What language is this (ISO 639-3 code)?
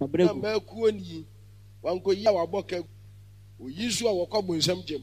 aka